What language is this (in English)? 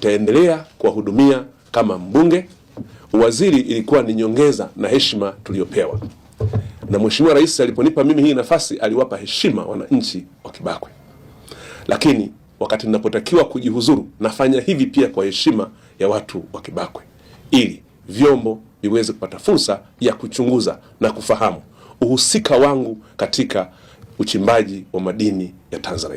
Swahili